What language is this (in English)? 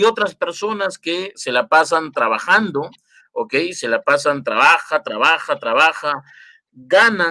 Spanish